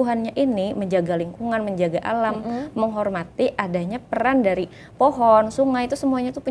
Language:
Banjar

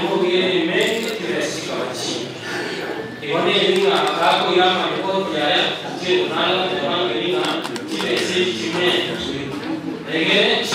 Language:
Gusii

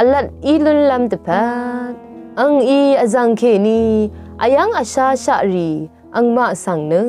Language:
Rawang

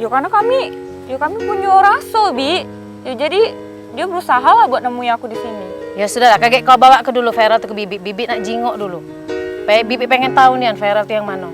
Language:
Musi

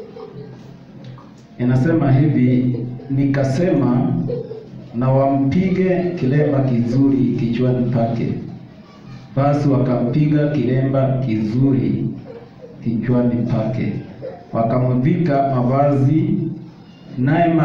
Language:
Swahili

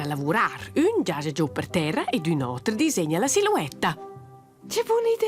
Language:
Romansh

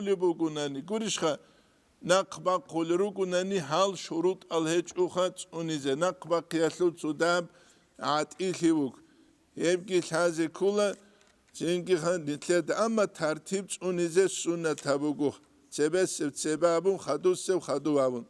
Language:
Avaric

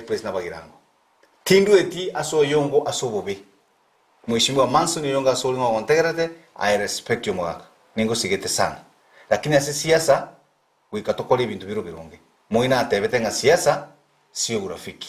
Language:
Gusii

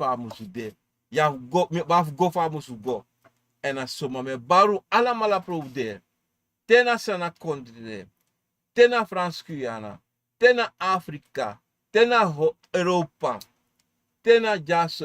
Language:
Sranan Tongo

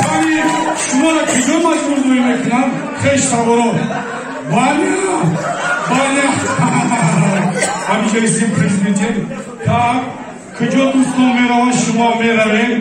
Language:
Tajik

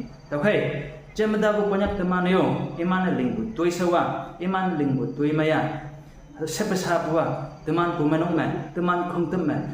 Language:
Konyak Naga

